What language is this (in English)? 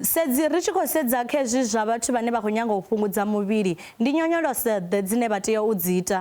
Venda